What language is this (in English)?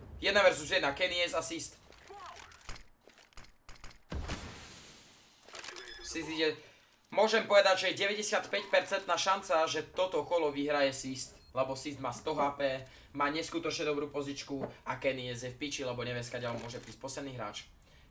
Slovak